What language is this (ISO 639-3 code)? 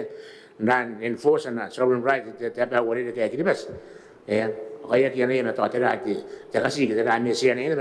gil